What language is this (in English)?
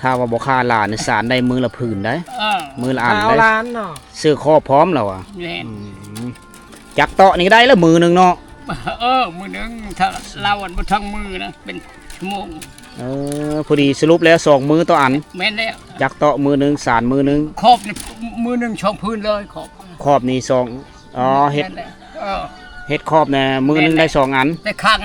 Lao